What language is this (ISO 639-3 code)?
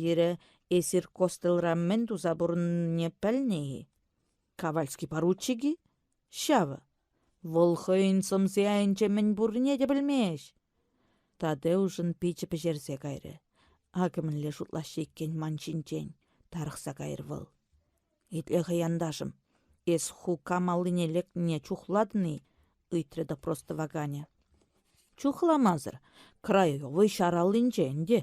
chv